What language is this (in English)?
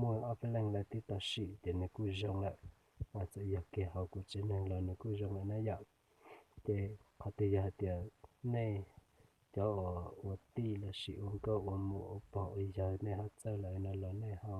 Hmong